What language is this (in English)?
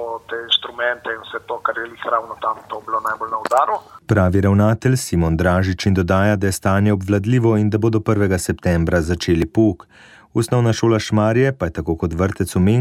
Slovenian